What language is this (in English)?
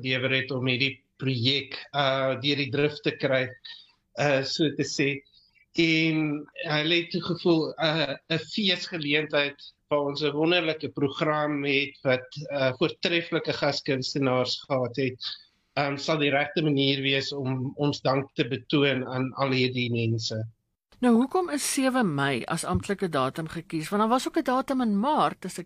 Afrikaans